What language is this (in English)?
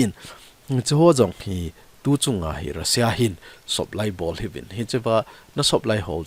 Thado Chin